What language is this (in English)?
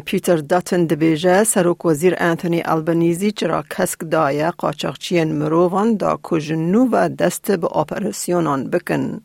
Kurdish